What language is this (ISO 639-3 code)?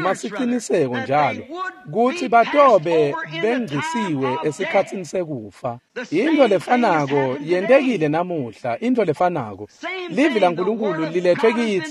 ssw